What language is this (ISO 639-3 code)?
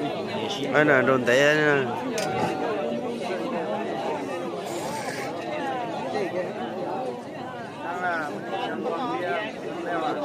vie